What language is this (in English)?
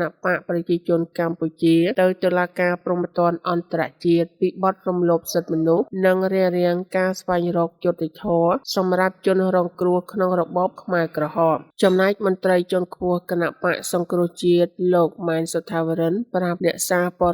Khmer